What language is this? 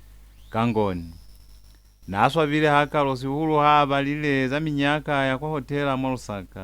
Lozi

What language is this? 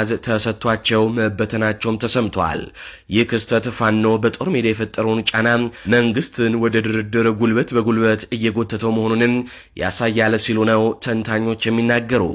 Amharic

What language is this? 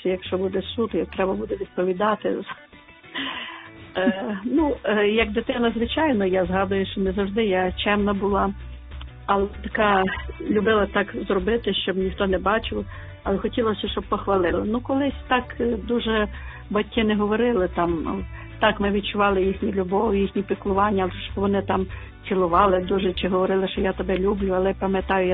Ukrainian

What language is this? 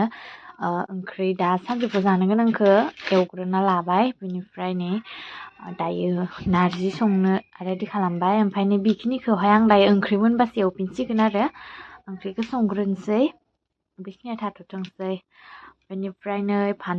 Bodo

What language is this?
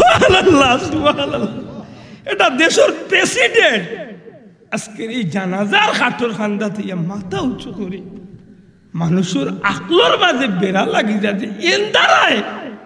Sylheti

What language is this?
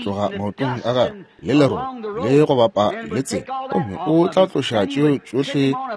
Northern Sotho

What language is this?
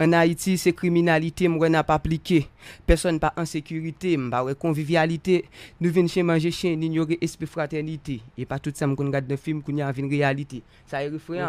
Haitian Creole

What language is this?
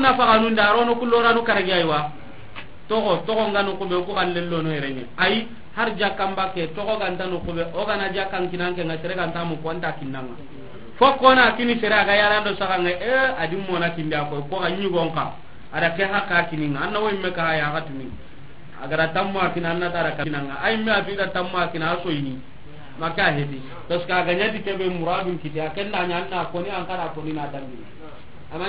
Soninke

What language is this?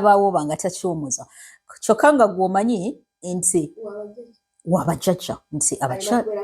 Ganda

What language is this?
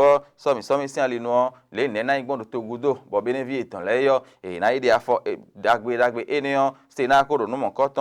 Fon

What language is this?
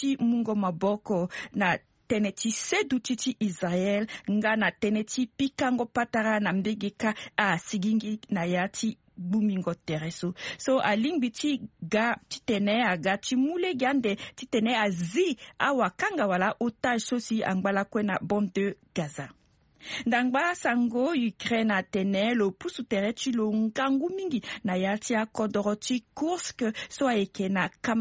Sango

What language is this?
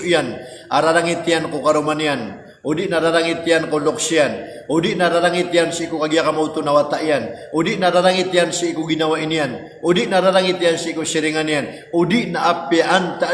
Maranao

